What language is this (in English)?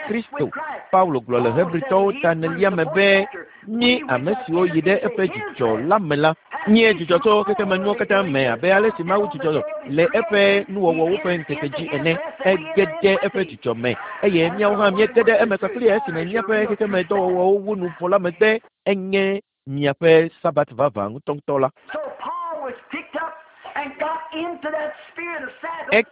Ewe